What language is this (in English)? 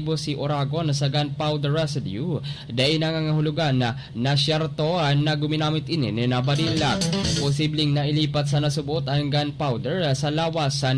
Bikol